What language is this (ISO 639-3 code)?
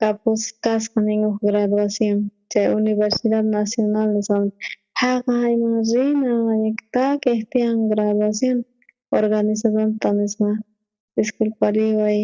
quh